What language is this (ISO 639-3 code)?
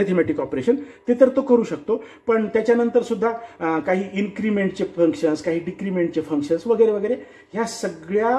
mar